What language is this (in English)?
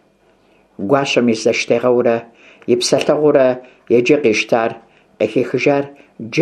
Kabardian